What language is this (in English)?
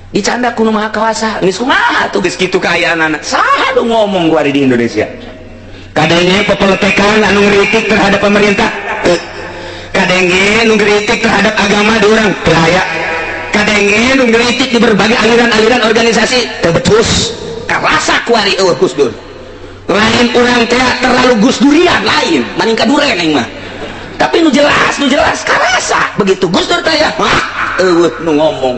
Sundanese